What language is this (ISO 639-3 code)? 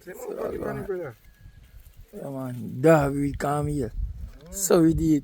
jam